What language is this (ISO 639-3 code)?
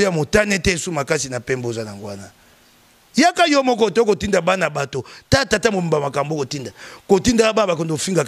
lin